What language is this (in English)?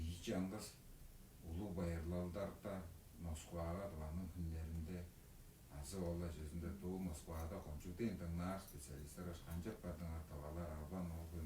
Tuvinian